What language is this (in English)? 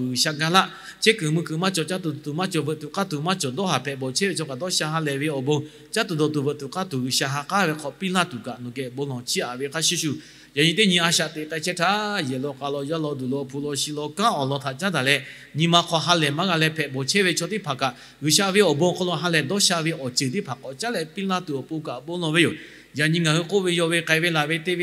Lahu